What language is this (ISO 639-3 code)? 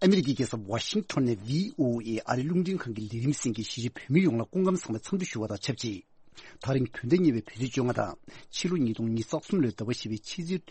bod